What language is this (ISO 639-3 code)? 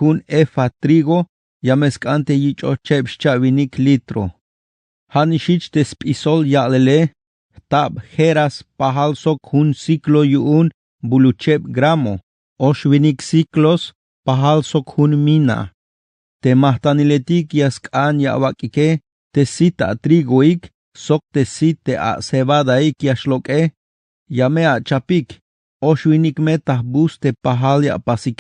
tzh